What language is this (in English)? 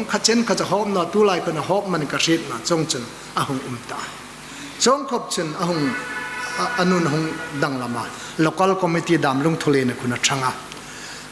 Hmar